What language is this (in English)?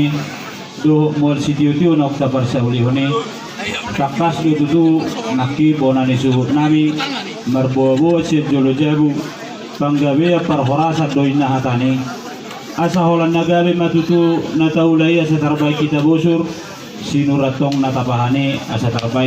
Batak Toba